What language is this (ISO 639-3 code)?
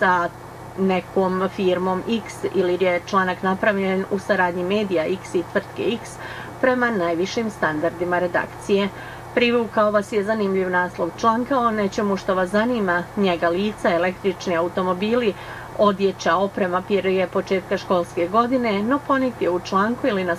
bos